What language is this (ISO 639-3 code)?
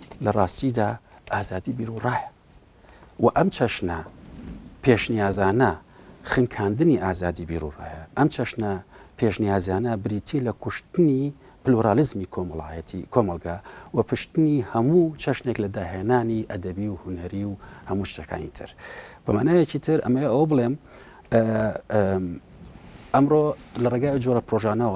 ckb